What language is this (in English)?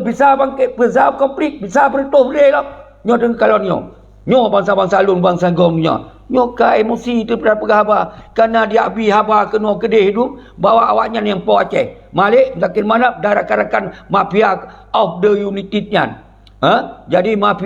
Achinese